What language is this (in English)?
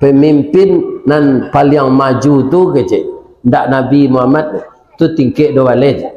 Minangkabau